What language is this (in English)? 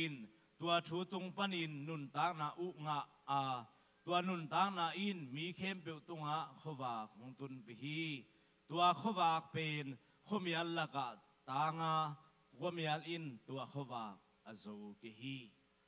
Tedim Chin